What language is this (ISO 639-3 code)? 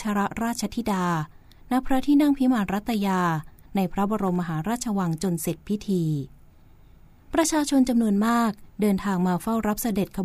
tha